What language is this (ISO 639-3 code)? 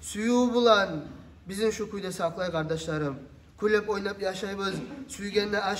kum